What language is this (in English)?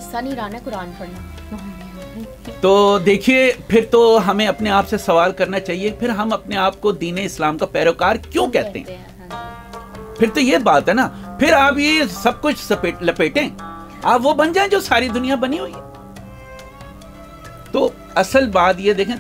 Urdu